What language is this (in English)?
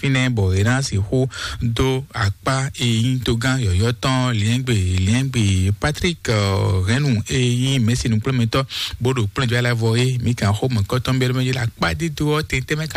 Fon